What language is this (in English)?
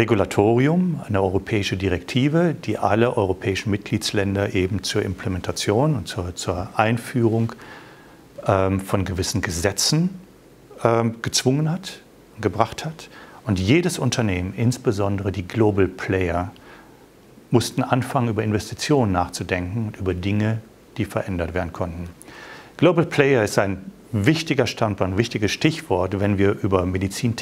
German